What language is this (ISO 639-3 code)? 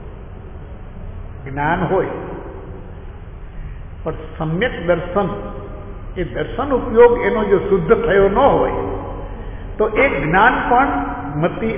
guj